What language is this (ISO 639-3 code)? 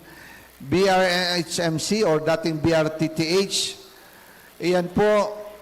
bik